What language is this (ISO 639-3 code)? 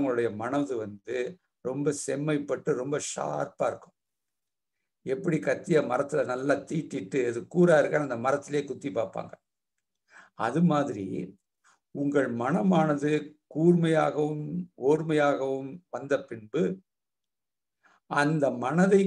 tam